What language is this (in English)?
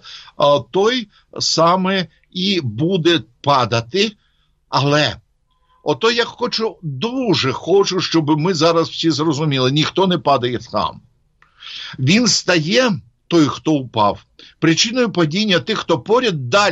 Ukrainian